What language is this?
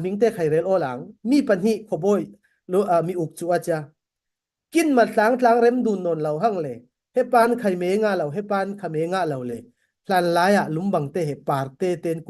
Falam Chin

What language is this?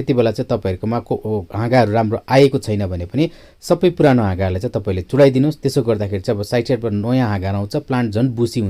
Nepali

